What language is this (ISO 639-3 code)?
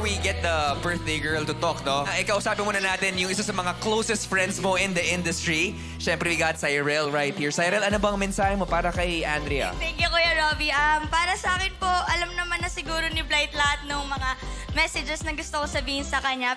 fil